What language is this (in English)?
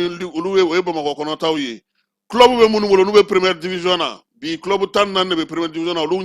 Bambara